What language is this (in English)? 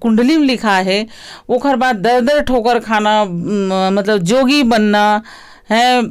Chhattisgarhi